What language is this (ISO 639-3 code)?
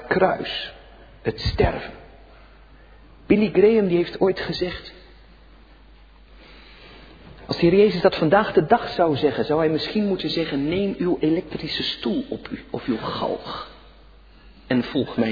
nld